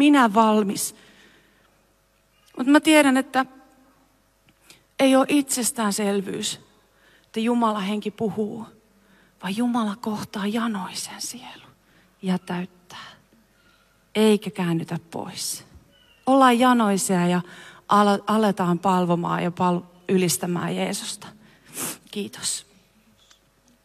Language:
Finnish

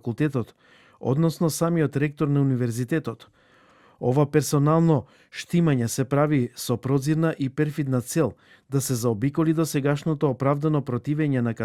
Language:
Macedonian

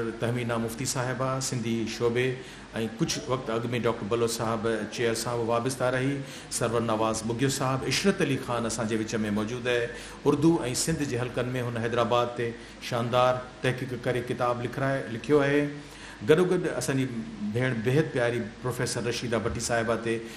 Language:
Sindhi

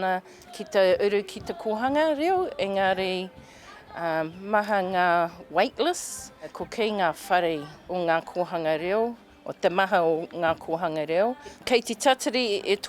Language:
Māori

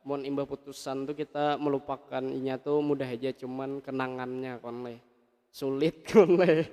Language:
Banjar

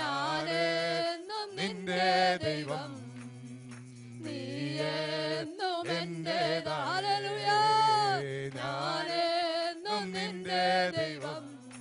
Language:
Malayalam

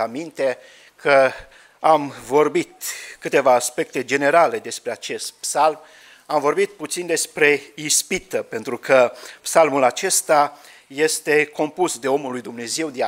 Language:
Romanian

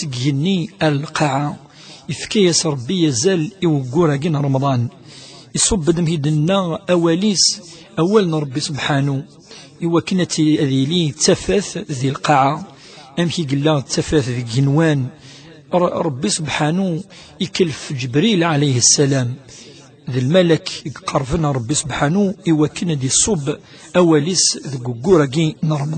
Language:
Kabyle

